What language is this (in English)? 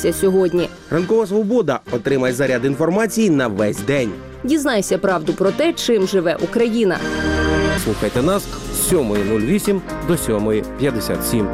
Ukrainian